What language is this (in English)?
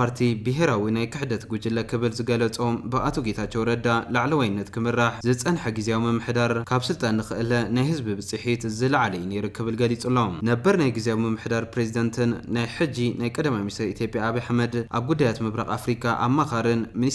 Tigrinya